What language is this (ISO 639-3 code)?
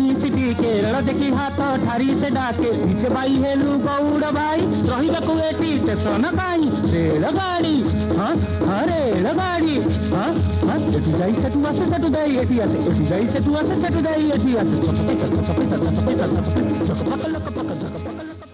ori